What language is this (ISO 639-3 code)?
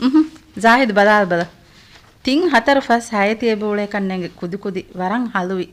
div